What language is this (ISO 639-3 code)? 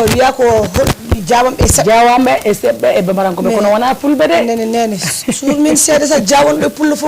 ful